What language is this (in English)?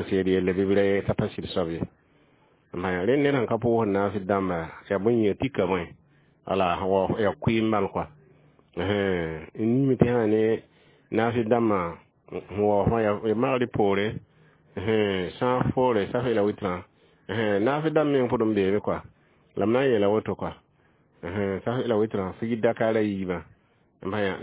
Mossi